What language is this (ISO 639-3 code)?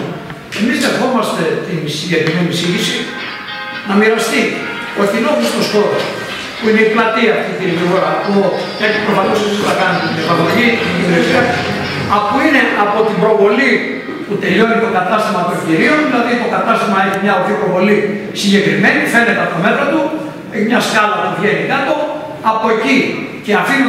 ell